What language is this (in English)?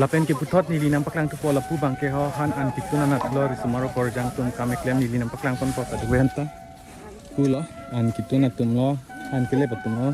Karbi